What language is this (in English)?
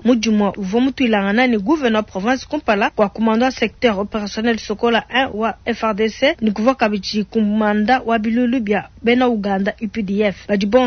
Luba-Lulua